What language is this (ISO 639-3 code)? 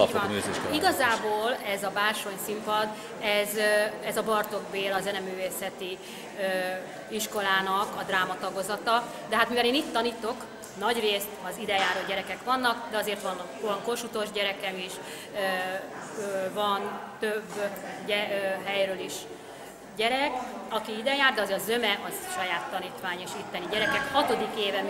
hun